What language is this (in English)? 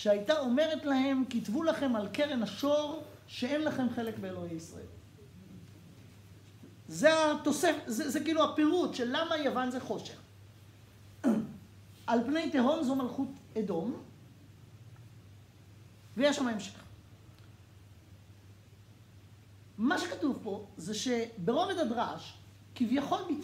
Hebrew